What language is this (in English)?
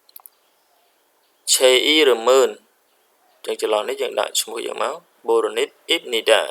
Khmer